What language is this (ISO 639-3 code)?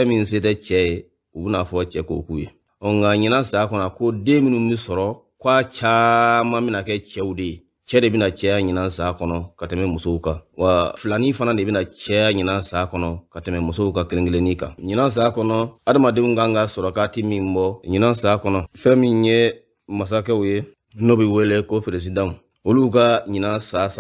bam